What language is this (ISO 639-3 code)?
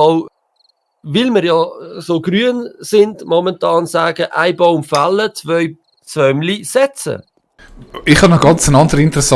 gsw